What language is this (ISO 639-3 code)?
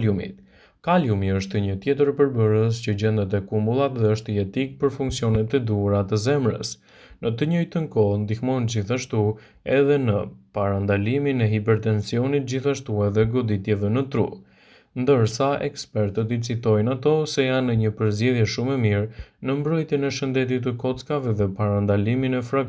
sqi